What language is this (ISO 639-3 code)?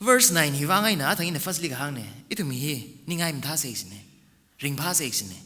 nmf